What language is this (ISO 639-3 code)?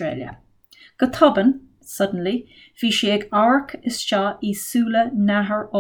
gle